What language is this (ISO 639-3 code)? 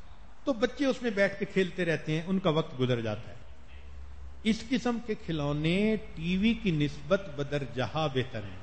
urd